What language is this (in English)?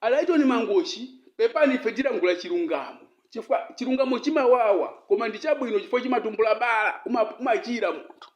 Nyanja